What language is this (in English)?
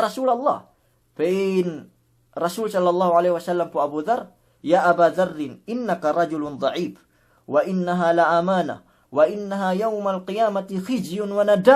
Yakan